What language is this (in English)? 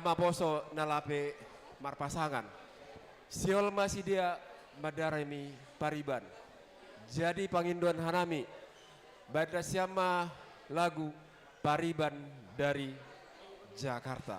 Batak Simalungun